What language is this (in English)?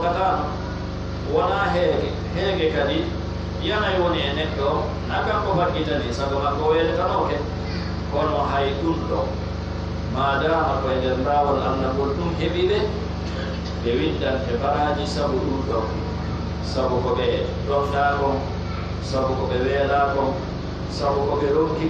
Pular